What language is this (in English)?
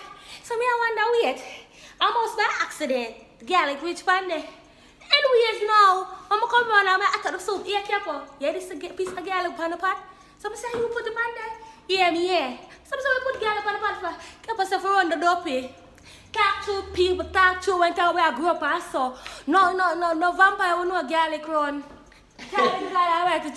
Jamaican Creole English